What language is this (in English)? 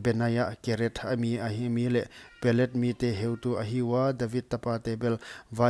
Paite Chin